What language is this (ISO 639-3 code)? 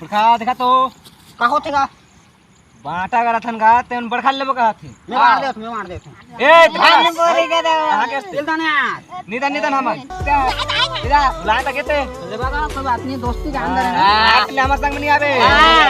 hne